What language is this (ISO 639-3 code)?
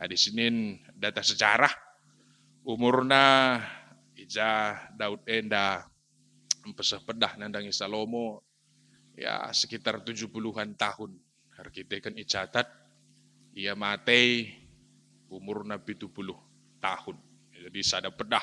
btx